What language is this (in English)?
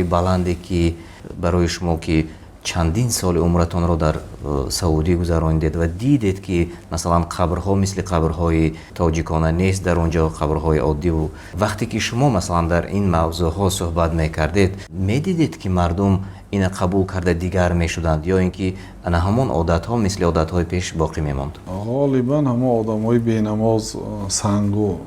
Tajik